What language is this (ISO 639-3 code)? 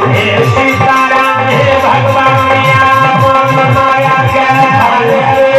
mai